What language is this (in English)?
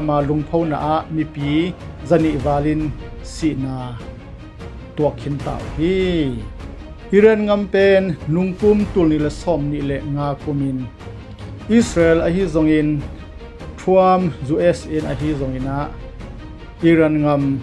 Tedim Chin